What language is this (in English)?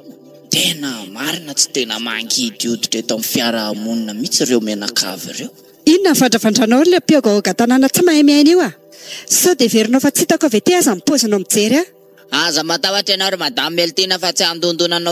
Malagasy